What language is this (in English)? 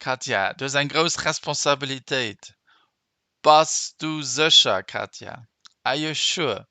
Luxembourgish